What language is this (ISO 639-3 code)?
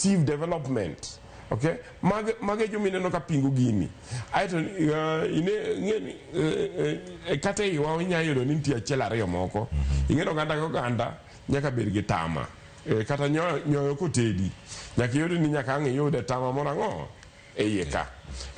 luo